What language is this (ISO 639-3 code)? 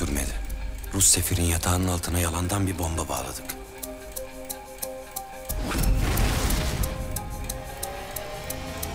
tur